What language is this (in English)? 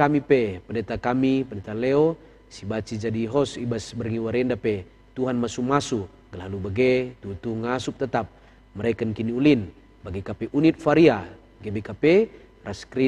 Batak Karo